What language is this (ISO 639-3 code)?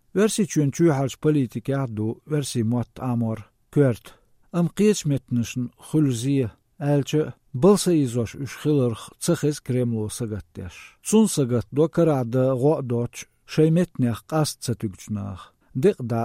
che